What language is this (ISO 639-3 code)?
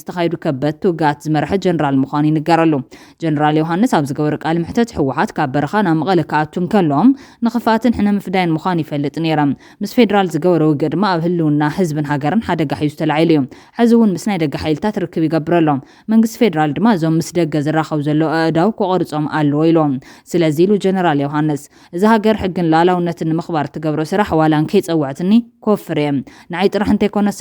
tir